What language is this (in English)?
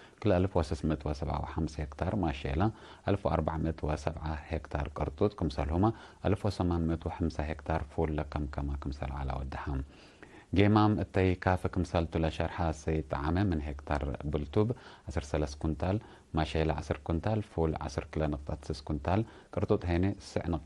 Tigre